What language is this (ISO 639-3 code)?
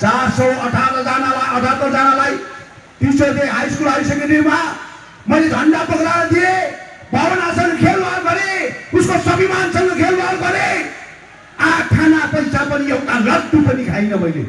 nep